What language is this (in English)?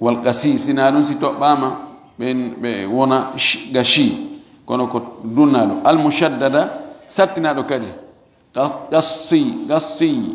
Fula